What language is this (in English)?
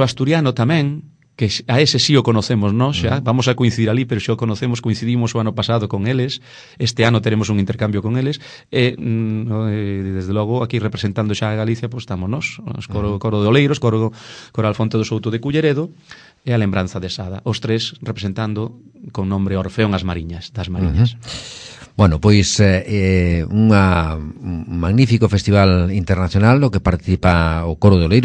Galician